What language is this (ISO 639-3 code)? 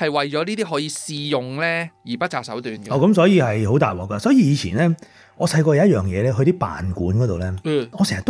yue